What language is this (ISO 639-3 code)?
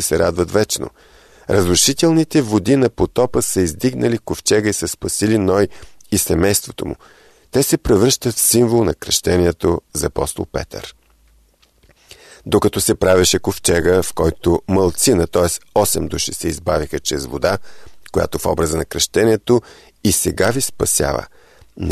bul